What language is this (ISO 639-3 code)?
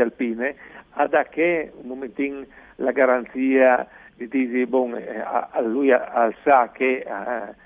fur